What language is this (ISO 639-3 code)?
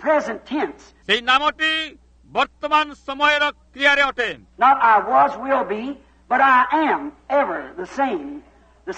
ori